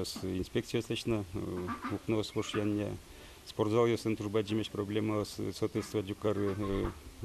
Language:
Udmurt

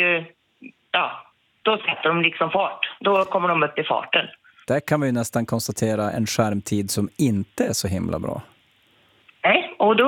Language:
Swedish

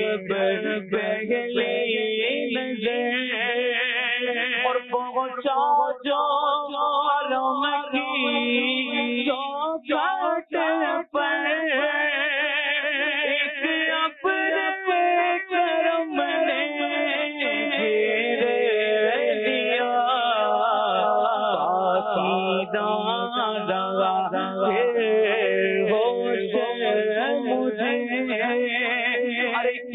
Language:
Urdu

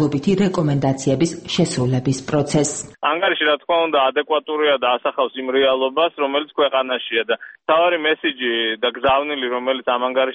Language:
Georgian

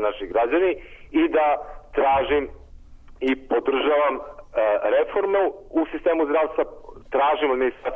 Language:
Serbian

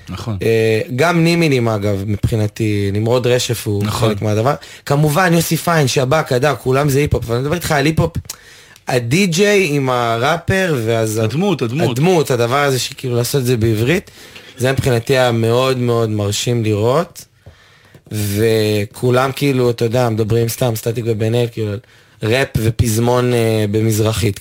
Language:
Hebrew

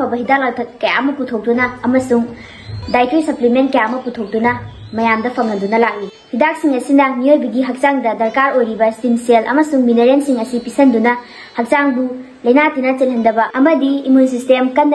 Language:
Manipuri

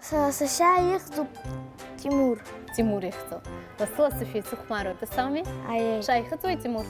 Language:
Abkhazian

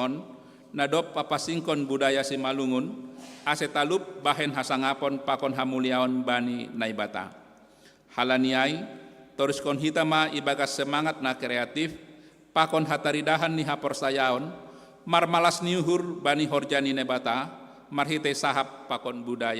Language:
Batak Simalungun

